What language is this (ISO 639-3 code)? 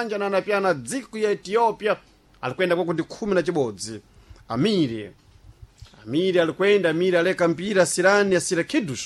seh